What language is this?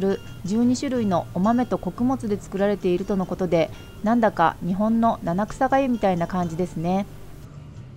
Japanese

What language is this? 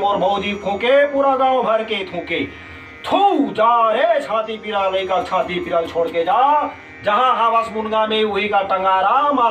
Chhattisgarhi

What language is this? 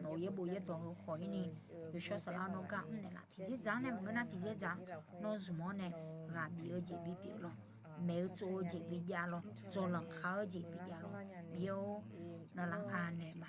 Akha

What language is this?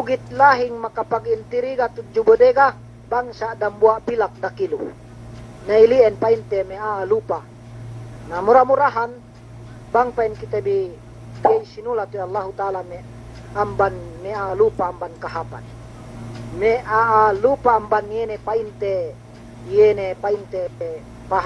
Yakan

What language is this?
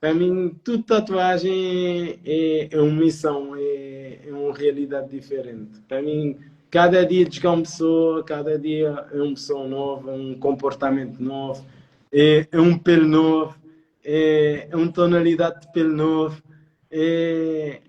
Kabuverdianu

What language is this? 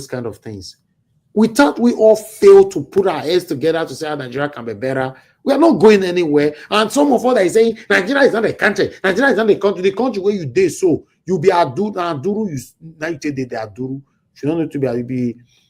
Nigerian Pidgin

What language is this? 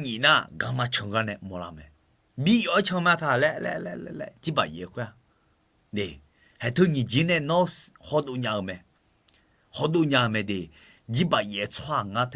Akha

